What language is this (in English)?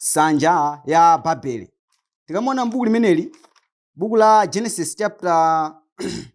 Nyanja